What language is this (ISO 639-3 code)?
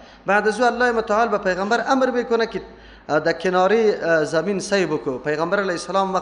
fas